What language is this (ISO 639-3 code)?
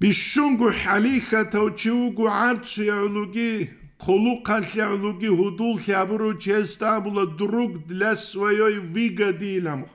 ava